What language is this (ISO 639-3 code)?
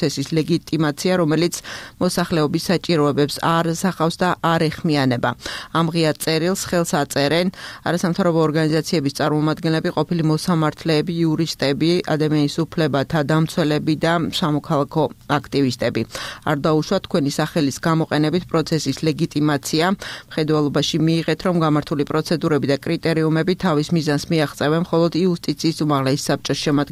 kat